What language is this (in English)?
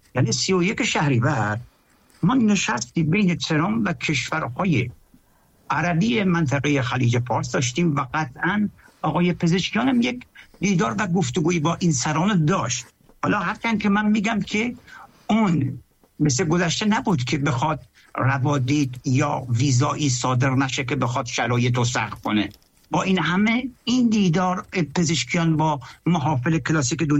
Persian